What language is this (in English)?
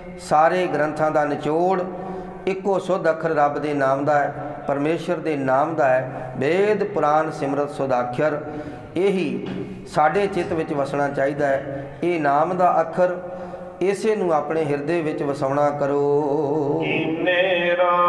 Punjabi